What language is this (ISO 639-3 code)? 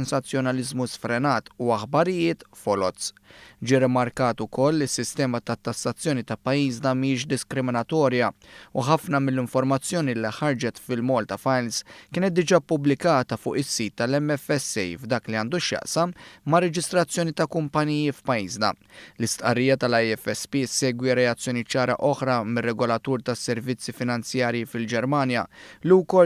mlt